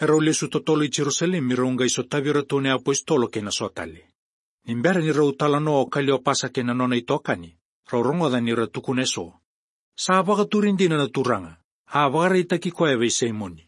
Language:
Fijian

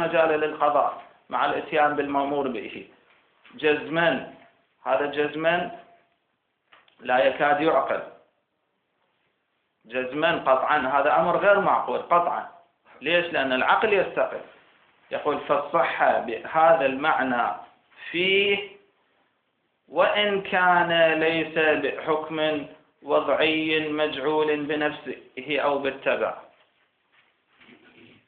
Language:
Arabic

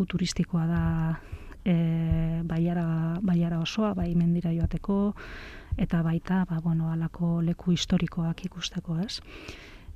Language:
Basque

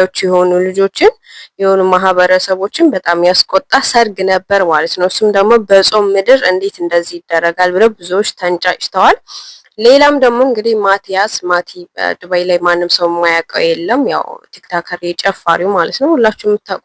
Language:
Amharic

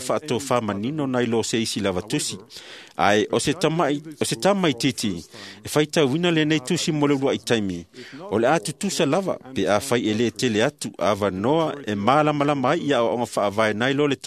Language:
Samoan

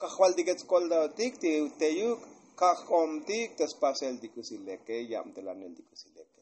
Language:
Tzotzil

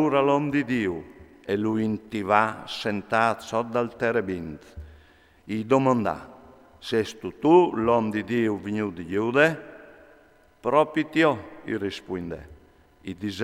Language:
Friulian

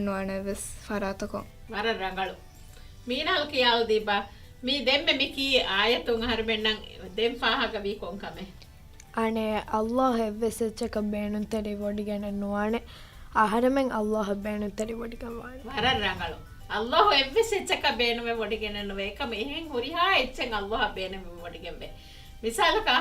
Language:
Divehi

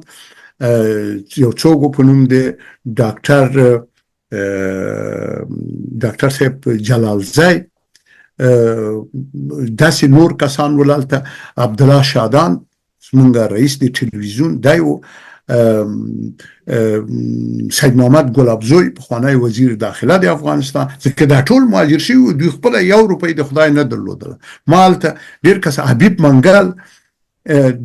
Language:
Pashto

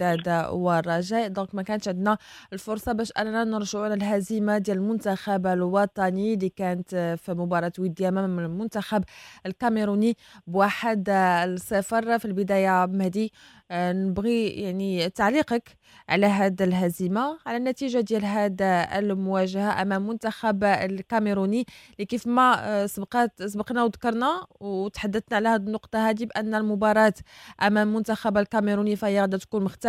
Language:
Moroccan Arabic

